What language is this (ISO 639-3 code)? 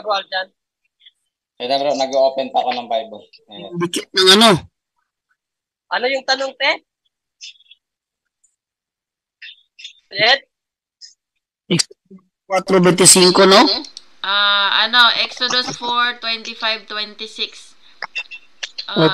fil